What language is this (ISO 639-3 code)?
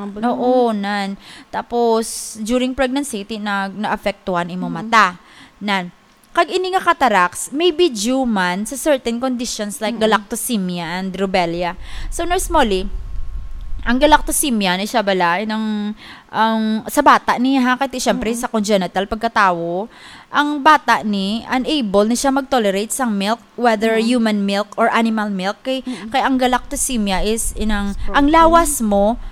hil